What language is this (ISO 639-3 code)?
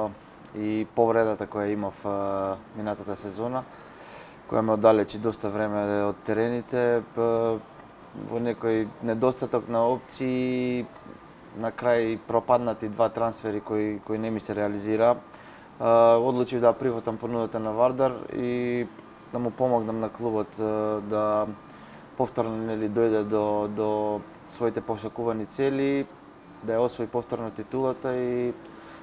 mkd